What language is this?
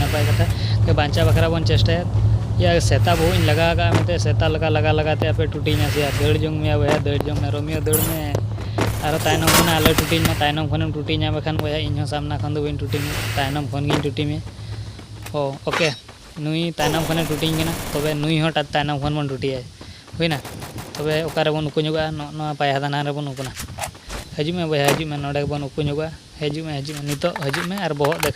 Santali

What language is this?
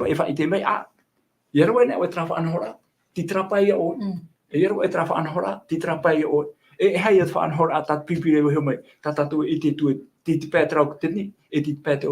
Tahitian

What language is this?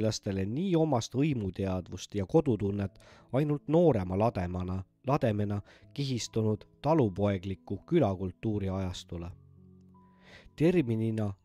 Estonian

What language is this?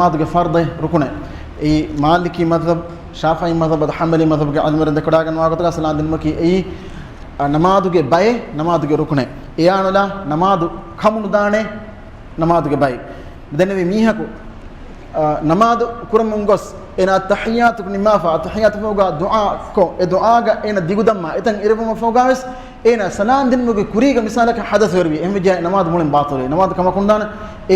Divehi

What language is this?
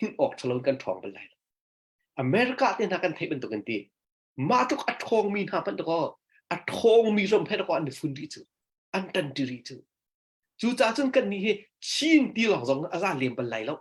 Hakha Chin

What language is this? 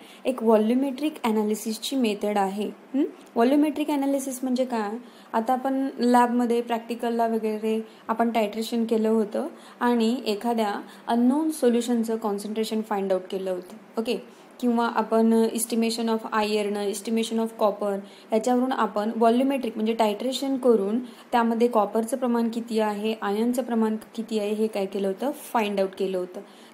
Marathi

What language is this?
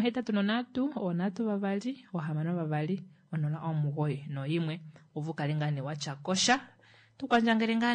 Kuanyama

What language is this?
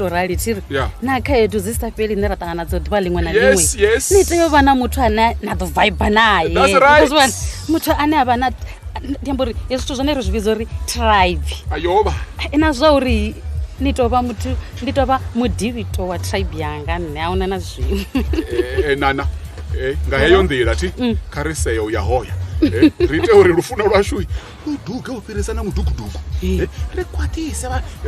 Venda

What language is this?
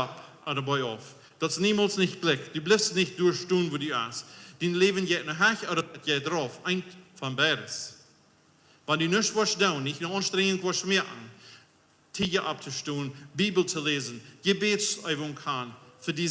Plautdietsch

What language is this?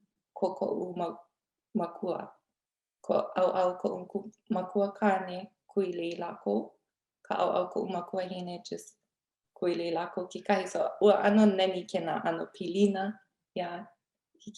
Hawaiian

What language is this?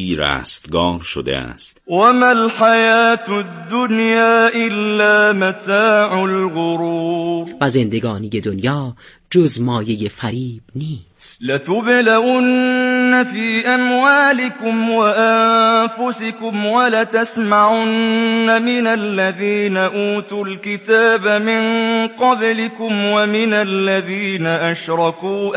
Persian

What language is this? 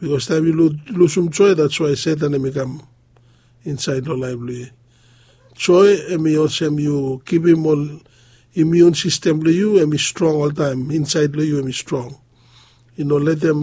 Bislama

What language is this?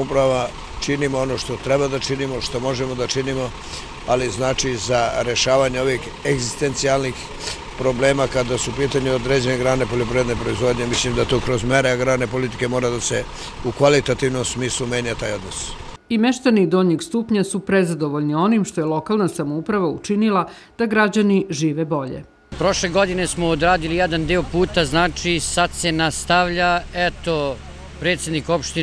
Serbian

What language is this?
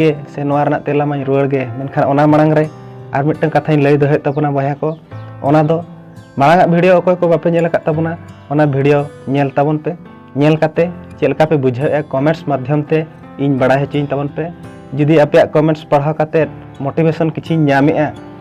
Santali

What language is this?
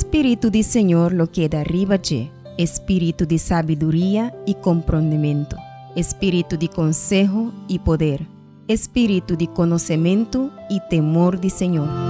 Papiamento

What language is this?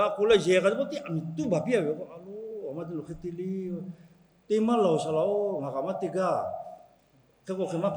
Lahu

